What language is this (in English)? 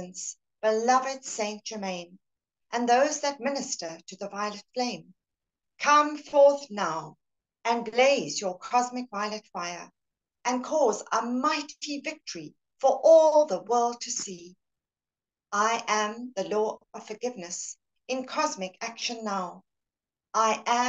English